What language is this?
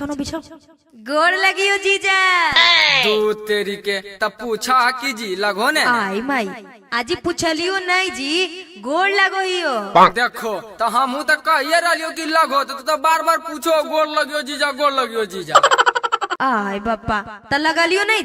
Magahi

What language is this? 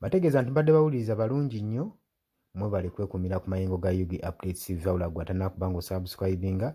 Ganda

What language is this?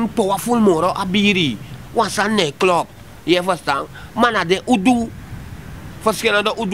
Sranan Tongo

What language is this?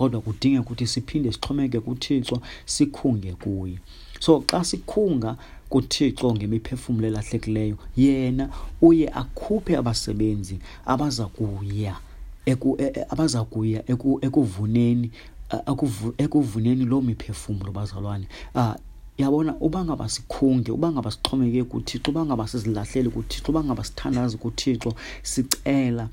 Xhosa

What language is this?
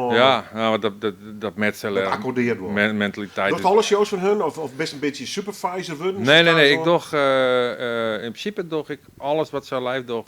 Western Frisian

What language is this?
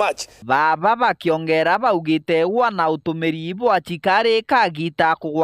Meru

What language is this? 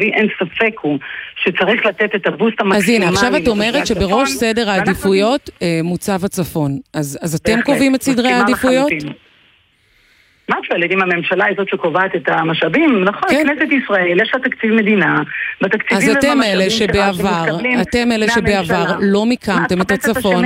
Hebrew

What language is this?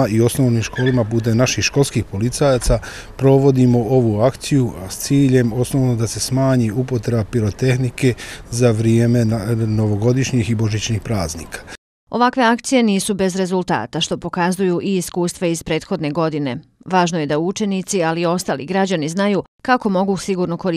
Bosnian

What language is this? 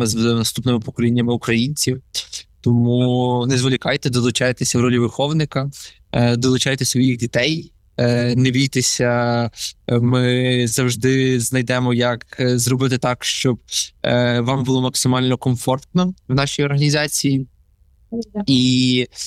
Ukrainian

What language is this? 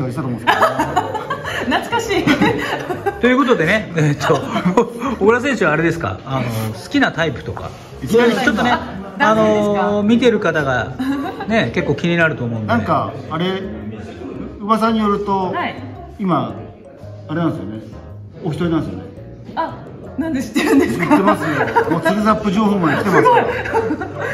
Japanese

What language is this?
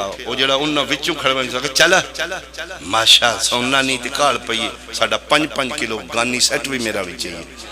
Pahari-Potwari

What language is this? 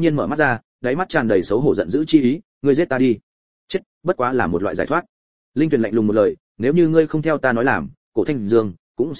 Vietnamese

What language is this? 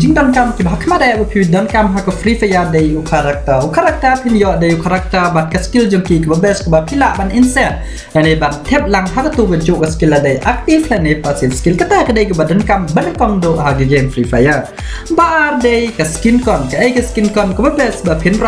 Khasi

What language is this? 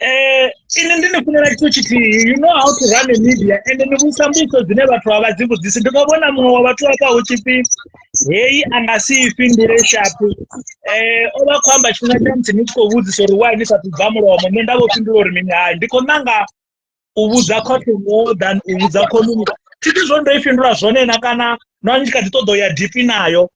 Venda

